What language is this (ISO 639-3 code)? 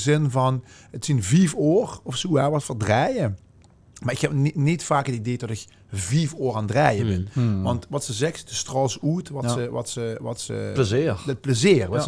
lim